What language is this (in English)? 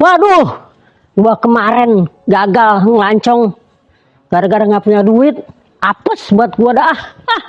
Betawi